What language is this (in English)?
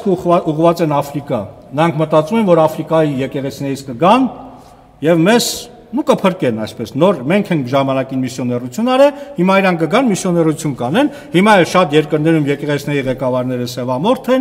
Armenian